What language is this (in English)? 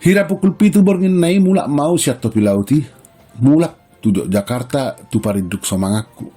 Batak Toba